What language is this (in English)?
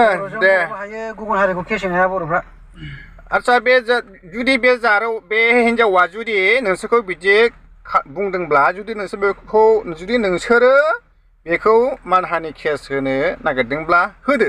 Bodo